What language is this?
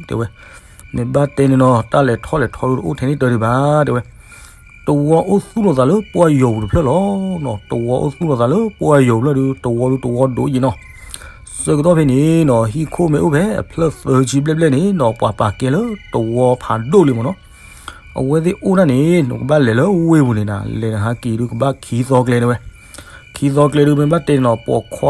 S'gaw Karen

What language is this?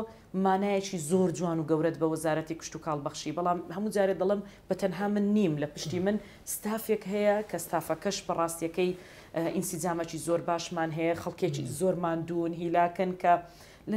Central Kurdish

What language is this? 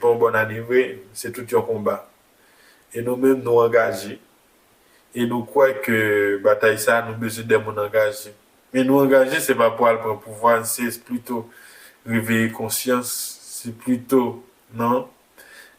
Haitian Creole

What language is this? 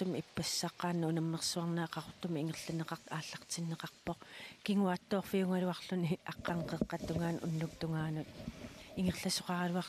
Kalaallisut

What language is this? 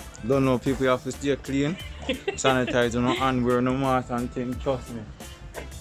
Jamaican Creole English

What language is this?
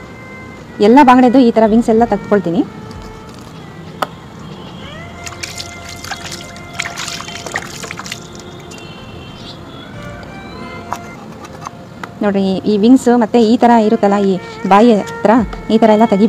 Kannada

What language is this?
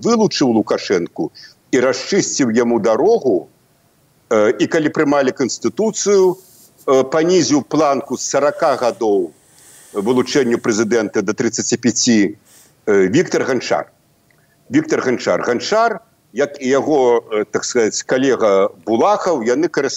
Belarusian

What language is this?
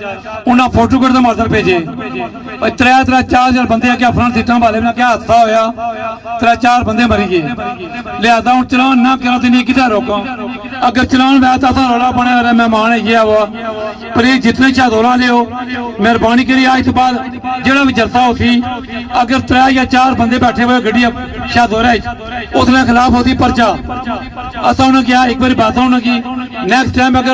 Pahari-Potwari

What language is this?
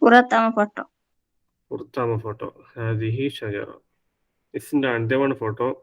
Divehi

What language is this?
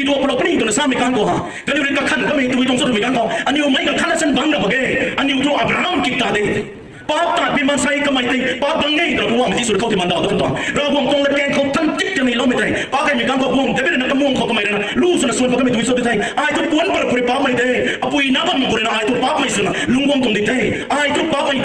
Rongmei Naga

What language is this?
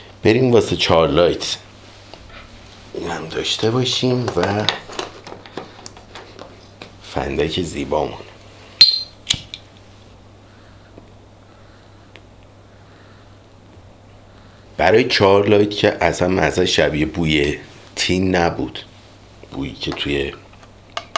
Persian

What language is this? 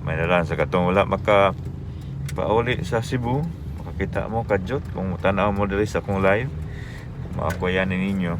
Cebuano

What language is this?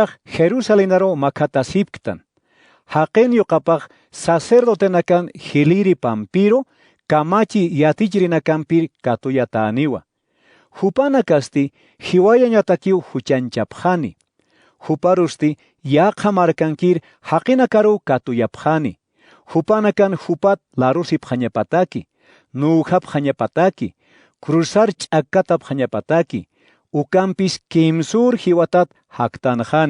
Aymara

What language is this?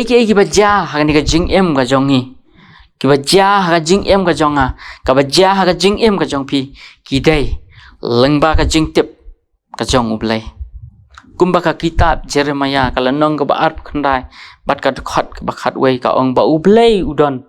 Khasi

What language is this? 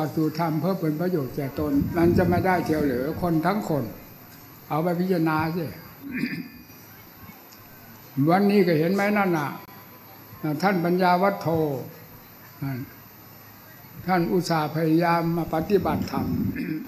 Thai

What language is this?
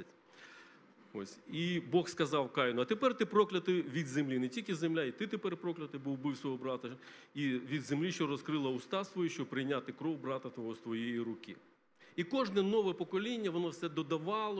Ukrainian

